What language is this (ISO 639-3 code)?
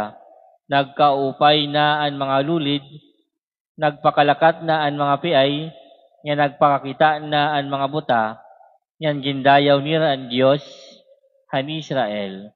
war